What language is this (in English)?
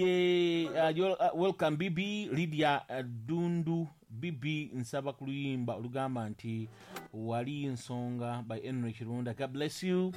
Ganda